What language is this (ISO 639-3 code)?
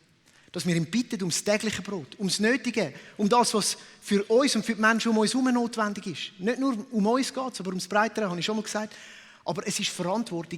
gsw